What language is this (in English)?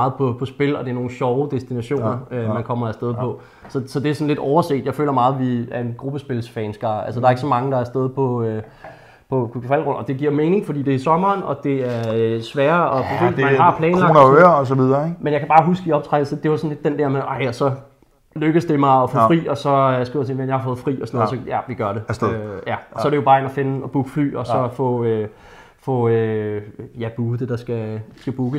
Danish